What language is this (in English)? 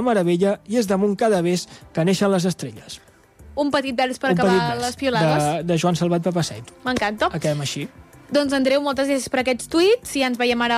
Catalan